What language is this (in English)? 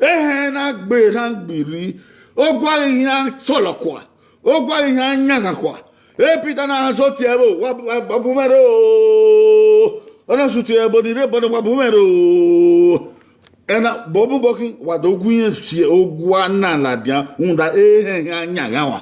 Bini